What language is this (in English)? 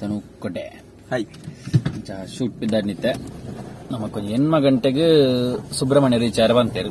Tulu